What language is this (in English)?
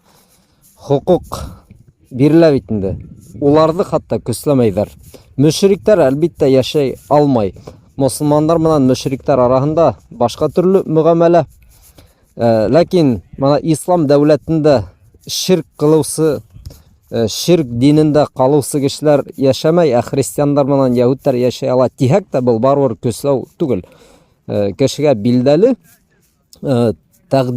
Bashkir